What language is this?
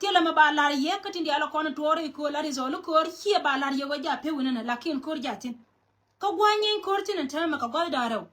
Nuer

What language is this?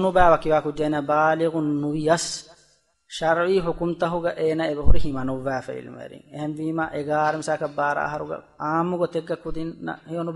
Divehi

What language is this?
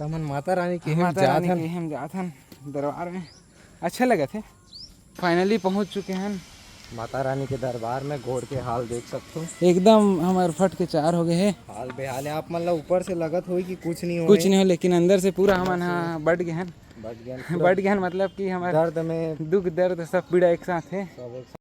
Chhattisgarhi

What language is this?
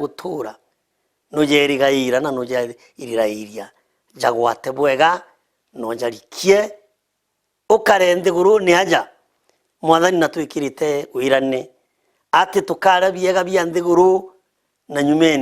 Meru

